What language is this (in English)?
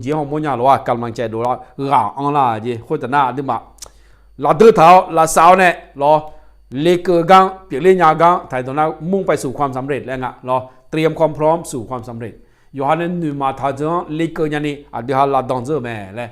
Akha